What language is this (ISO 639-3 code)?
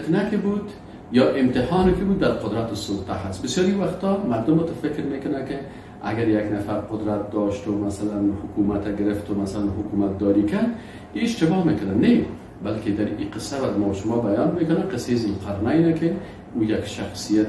fas